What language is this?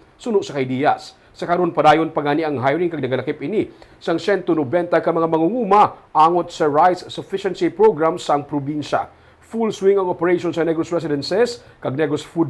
Hiligaynon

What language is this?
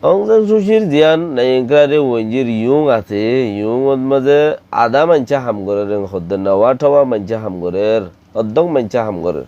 Rohingya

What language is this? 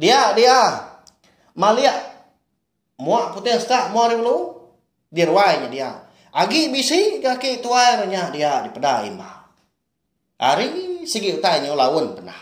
Iban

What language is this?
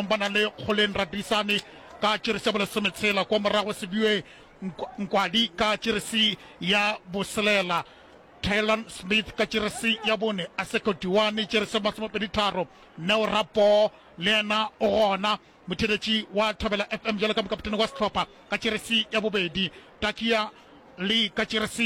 Northern Sotho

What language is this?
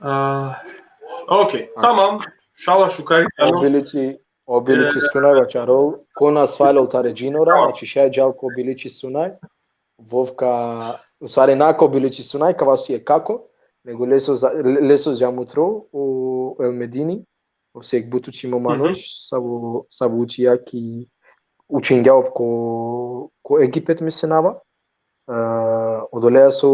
Balkan Romani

